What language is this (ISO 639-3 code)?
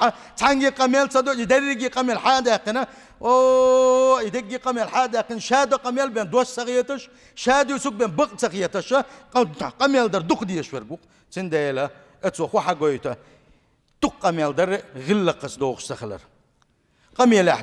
che